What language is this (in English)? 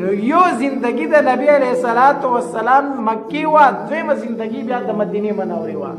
Pashto